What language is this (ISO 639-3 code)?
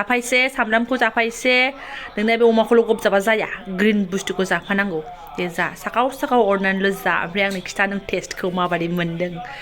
brx